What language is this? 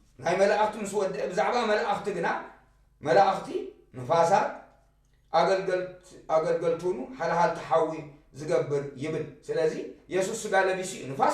Tigrinya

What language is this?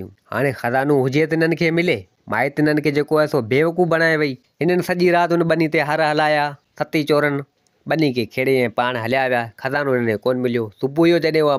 Sindhi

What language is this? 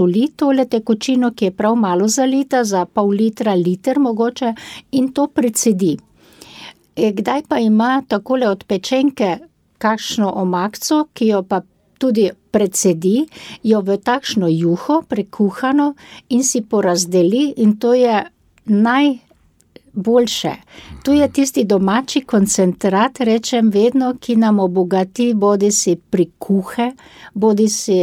Slovenian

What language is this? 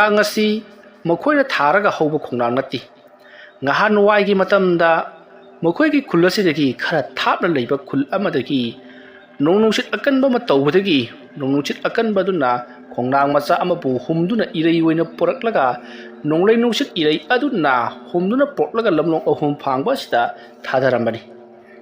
Manipuri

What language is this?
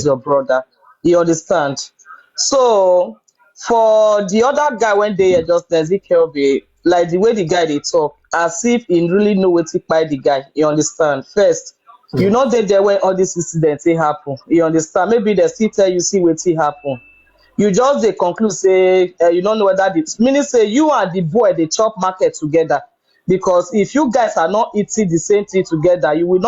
Nigerian Pidgin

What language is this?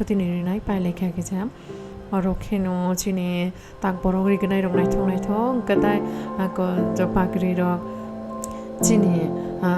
Kok Borok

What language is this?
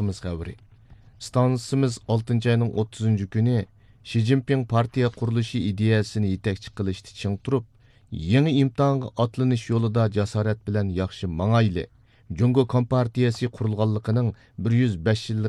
Uyghur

